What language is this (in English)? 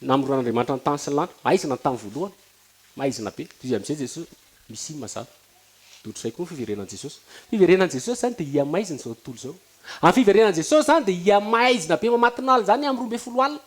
Malagasy